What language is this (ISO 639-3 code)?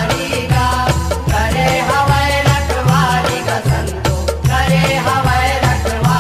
hne